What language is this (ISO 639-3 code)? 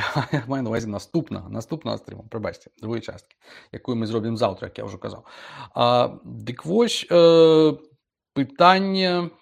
bel